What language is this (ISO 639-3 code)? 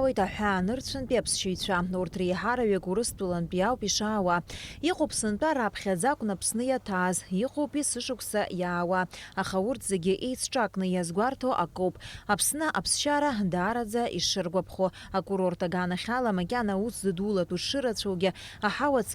abk